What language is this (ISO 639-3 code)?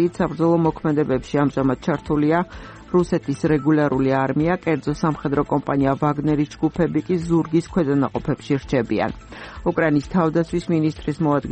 kat